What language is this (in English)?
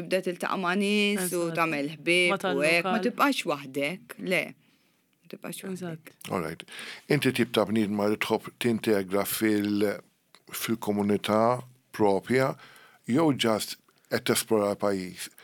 Maltese